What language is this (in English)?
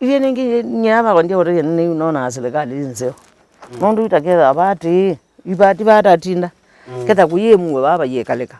Kamba